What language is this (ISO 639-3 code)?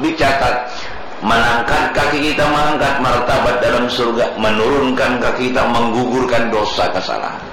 bjn